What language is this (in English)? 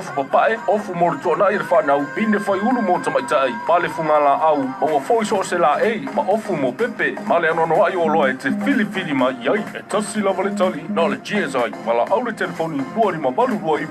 Samoan